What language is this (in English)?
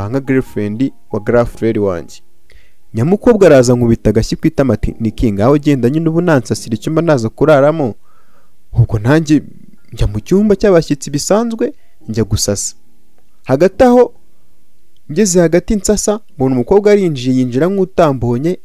Kinyarwanda